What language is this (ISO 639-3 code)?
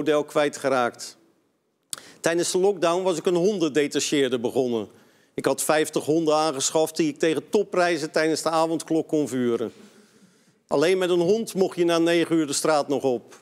nld